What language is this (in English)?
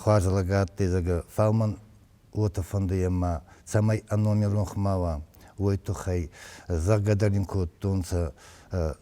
Ossetic